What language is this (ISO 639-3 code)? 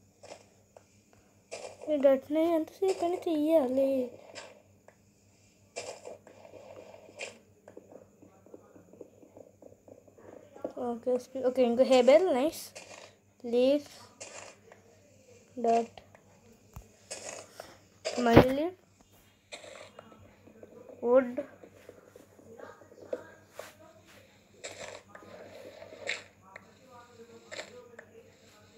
tel